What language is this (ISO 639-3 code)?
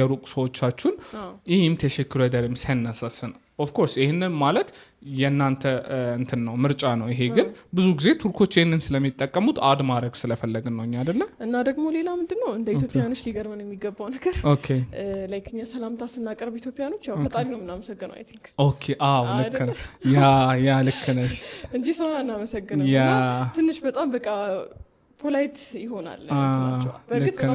amh